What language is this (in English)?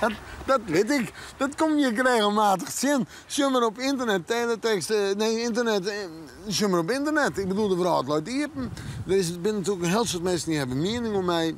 Western Frisian